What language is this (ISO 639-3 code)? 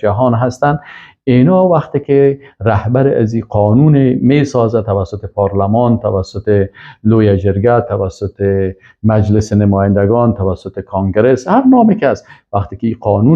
fas